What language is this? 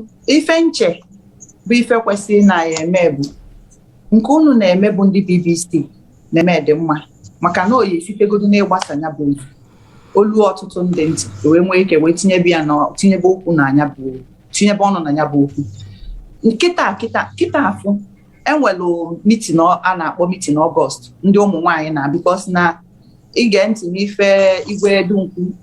Igbo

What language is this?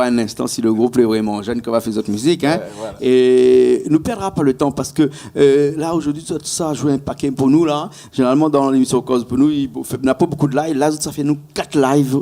Réunion Creole French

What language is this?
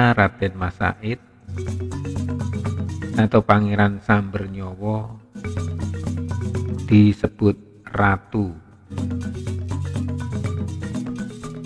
Indonesian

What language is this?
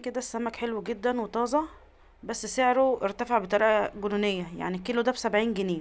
Egyptian Arabic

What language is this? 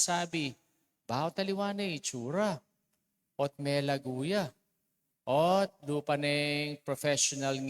Pampanga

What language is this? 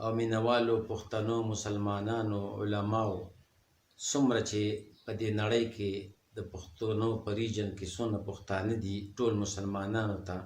Pashto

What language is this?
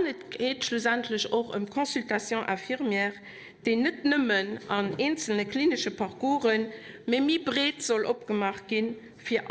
Luxembourgish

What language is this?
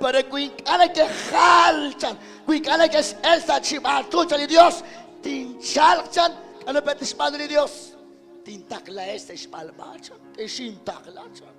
Kekchí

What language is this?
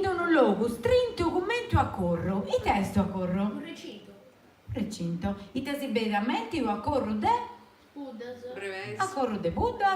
Sardinian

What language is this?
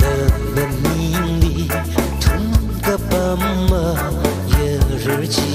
Tangkhul Naga (India)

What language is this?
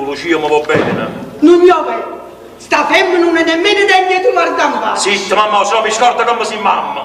Neapolitan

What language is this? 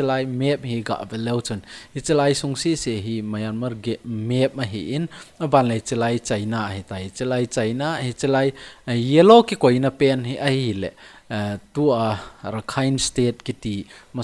Thado Chin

